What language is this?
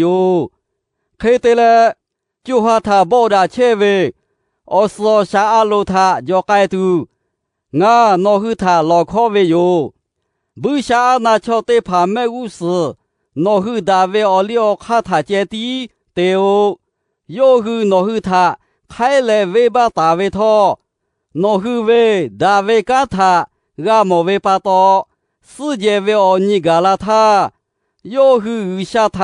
Lahu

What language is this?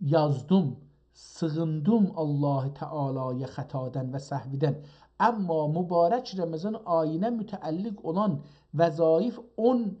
South Azerbaijani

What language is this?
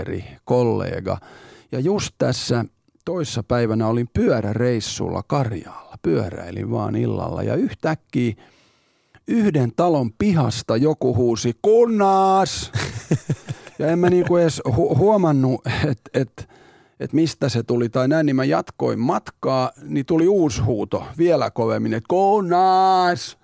Finnish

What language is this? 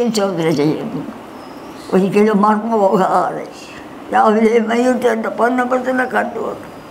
Malayalam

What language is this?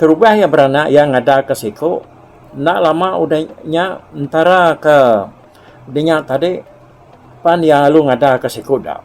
Iban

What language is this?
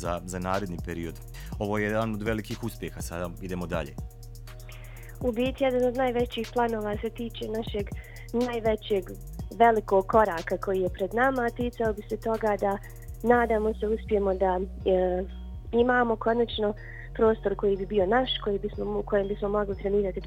Bosnian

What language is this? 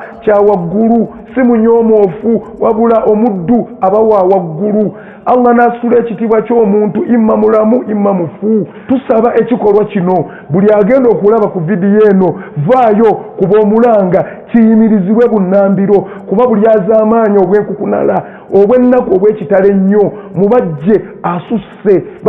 Ganda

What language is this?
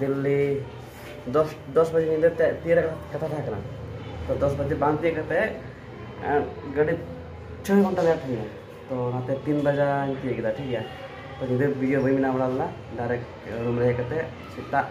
Santali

